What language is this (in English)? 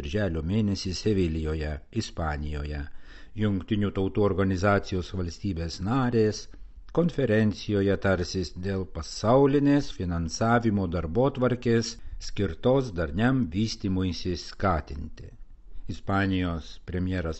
Lithuanian